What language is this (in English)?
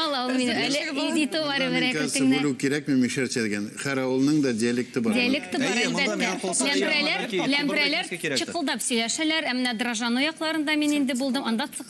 Tatar